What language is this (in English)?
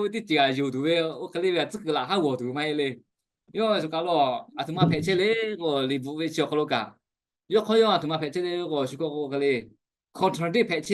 Lahu